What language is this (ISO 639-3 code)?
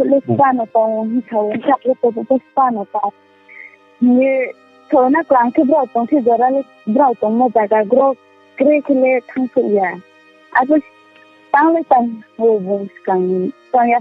ria